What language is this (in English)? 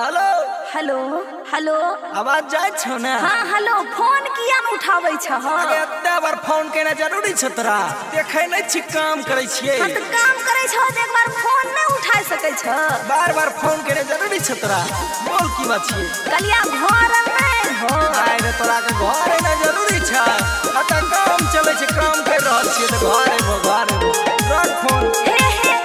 Maithili